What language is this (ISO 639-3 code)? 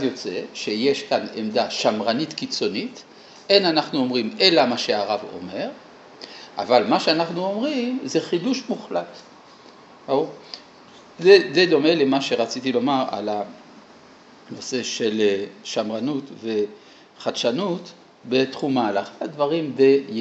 heb